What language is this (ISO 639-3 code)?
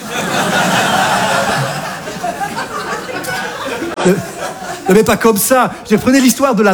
fra